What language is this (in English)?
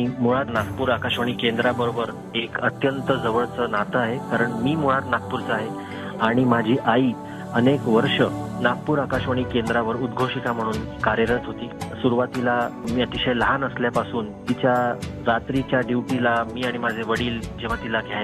Marathi